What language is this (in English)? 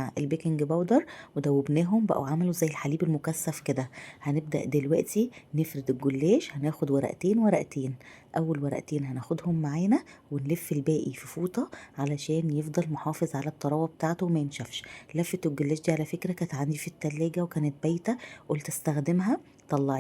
Egyptian Arabic